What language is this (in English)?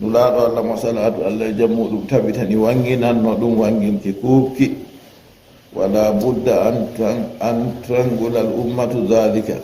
Fula